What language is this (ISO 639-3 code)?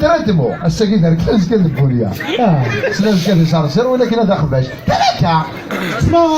kab